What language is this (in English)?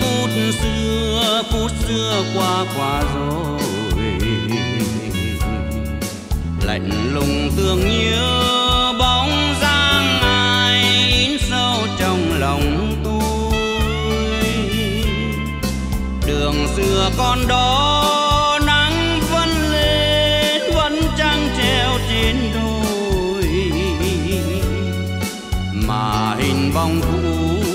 Vietnamese